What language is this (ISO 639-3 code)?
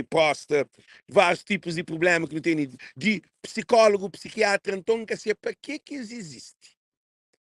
kea